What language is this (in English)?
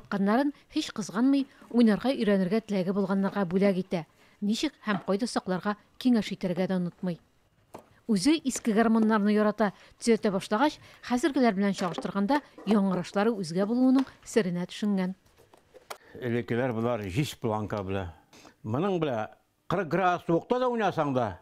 Tatar